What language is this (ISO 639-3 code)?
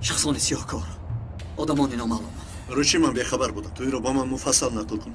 tgk